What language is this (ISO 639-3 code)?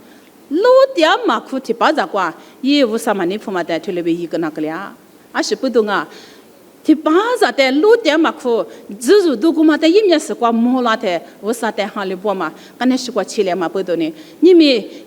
lis